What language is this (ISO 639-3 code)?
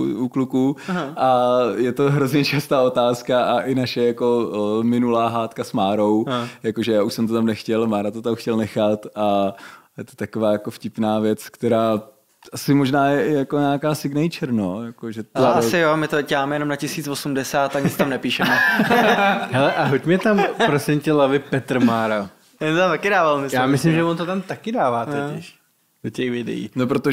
ces